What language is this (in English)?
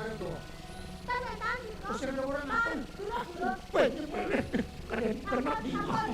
Balinese